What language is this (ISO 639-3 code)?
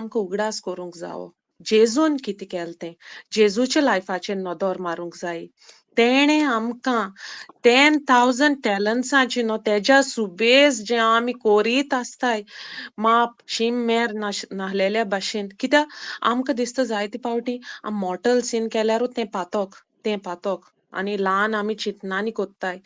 kok